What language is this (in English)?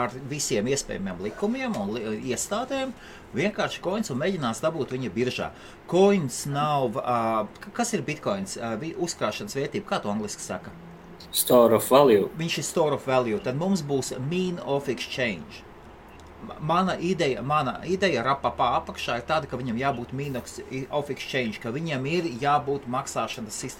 Latvian